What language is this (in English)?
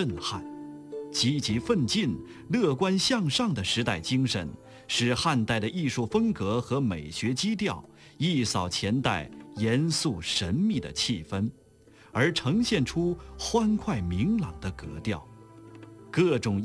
Chinese